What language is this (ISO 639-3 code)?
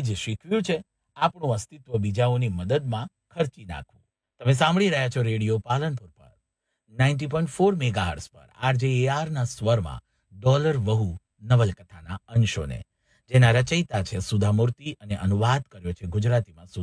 guj